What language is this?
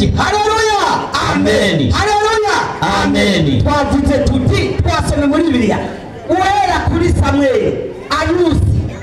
Rundi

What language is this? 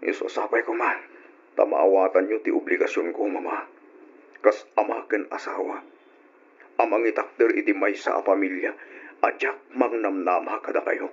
Iloko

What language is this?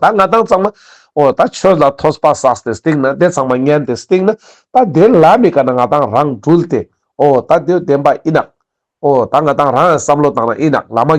Ladakhi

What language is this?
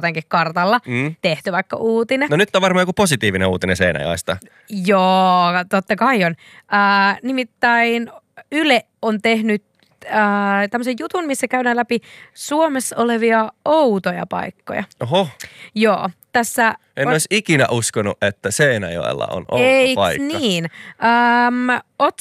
Finnish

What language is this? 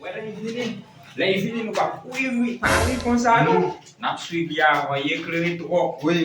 Haitian Creole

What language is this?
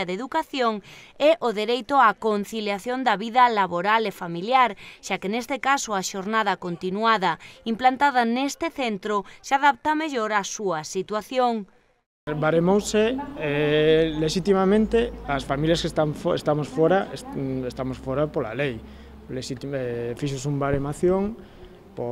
Galician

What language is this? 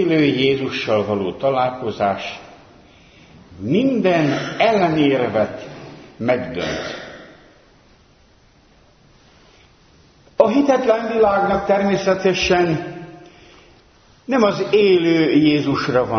Hungarian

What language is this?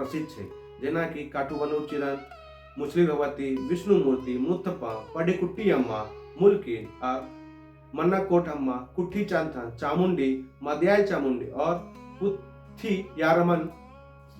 Maithili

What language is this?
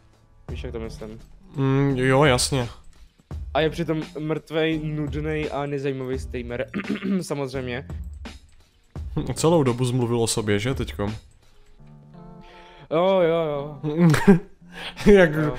Czech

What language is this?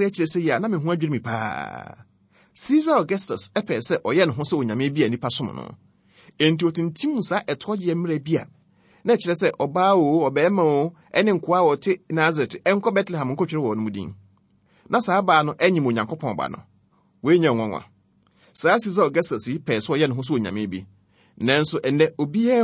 Akan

